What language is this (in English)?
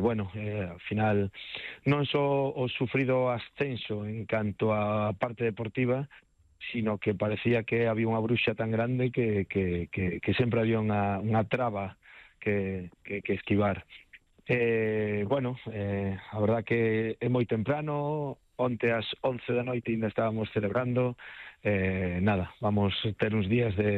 Galician